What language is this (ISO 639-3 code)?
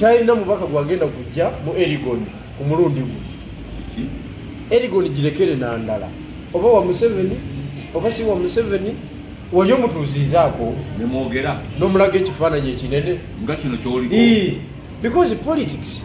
lug